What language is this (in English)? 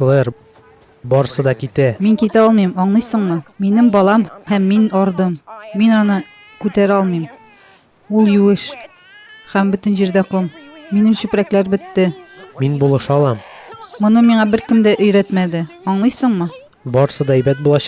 Tatar